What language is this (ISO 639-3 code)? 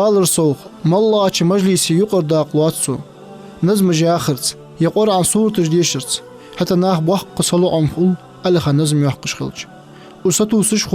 inh